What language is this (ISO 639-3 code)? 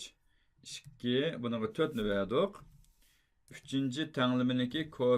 uig